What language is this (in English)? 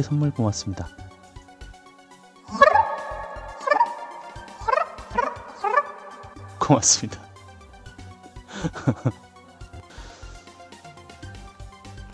Korean